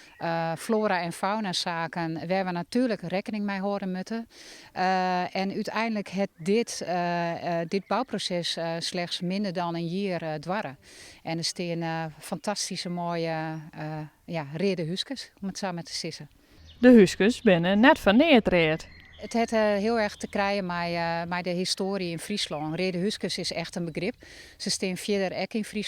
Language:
Western Frisian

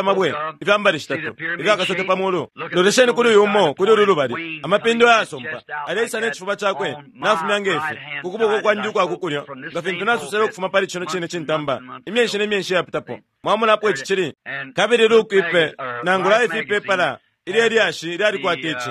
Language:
Bemba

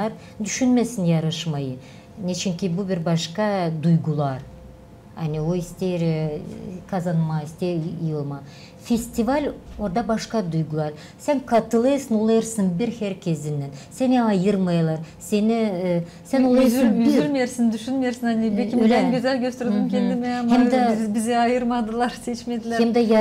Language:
Gagauz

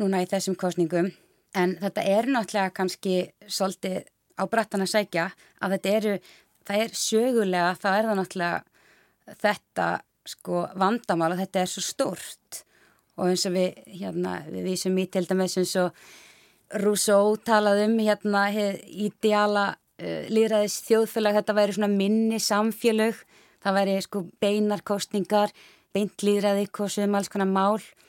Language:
Icelandic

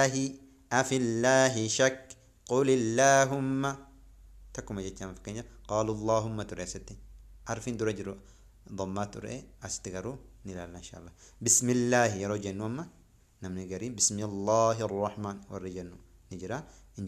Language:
Oromo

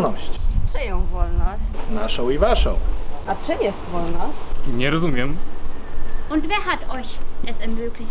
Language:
Silesian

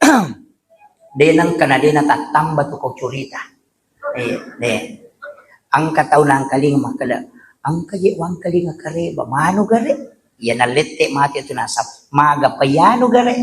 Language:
Buginese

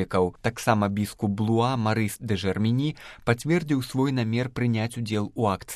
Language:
Belarusian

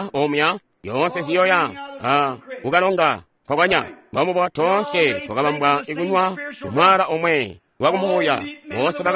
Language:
Tonga (Zambia)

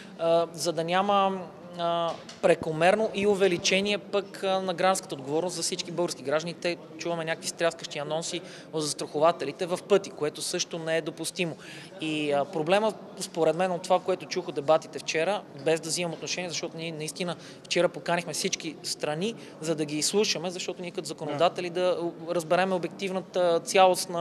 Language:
Bulgarian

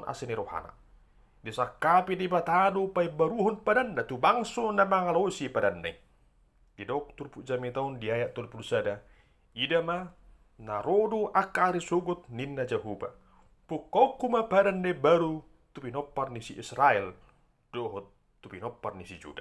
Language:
Batak Toba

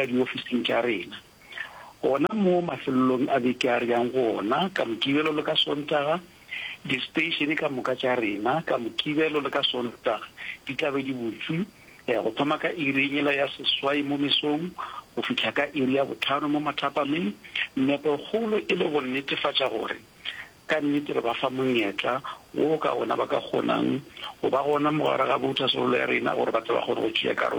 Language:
Northern Sotho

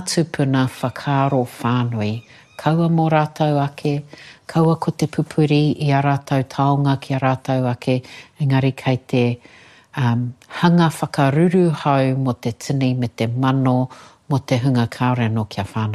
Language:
Māori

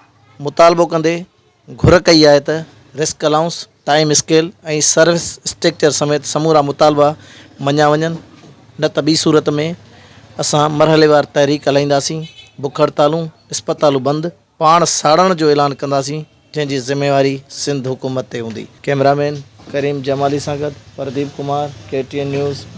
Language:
Sindhi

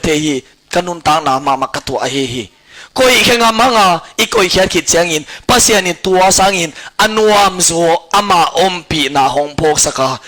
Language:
Tedim Chin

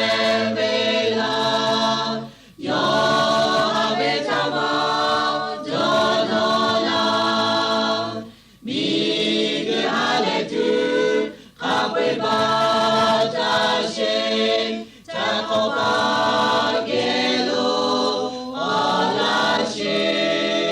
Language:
Lahu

